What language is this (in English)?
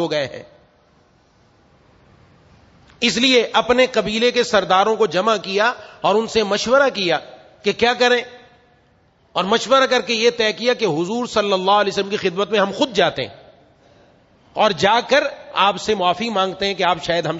Urdu